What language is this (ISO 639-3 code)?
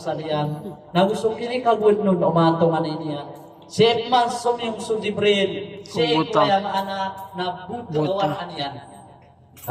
mrw